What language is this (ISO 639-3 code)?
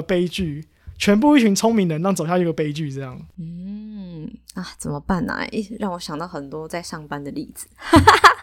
zho